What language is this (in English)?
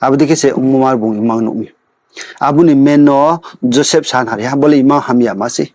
Riang (India)